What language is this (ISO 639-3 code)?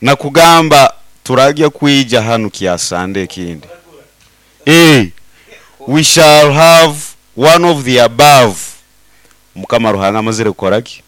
nyo